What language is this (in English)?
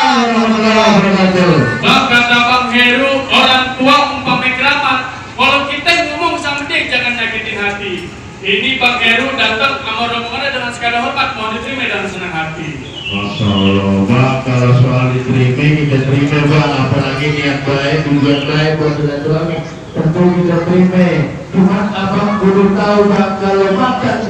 Betawi